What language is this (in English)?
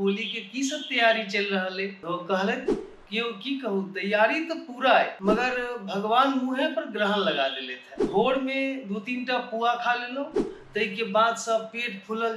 Maithili